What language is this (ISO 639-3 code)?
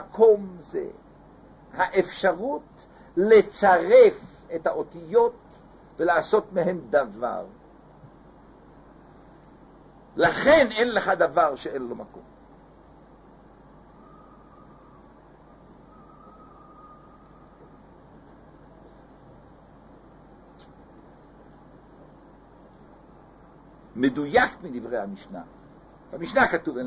heb